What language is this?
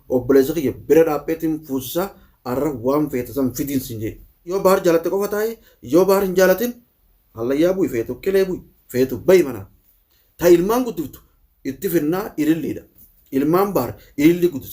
Oromo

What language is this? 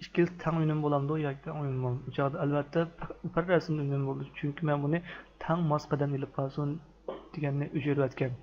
Uyghur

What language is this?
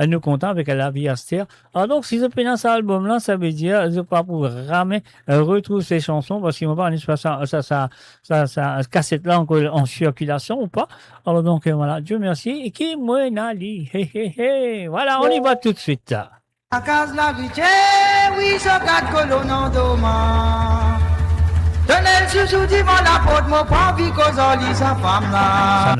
Morisyen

